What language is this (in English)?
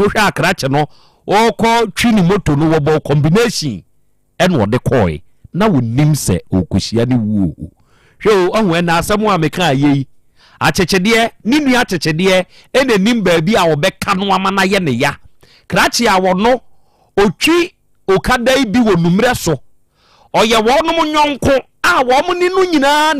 Akan